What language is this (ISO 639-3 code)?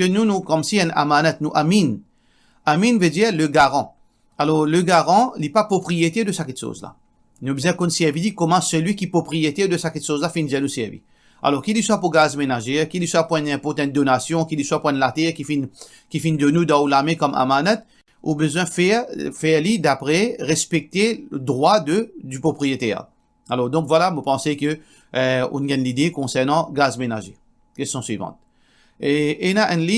mfe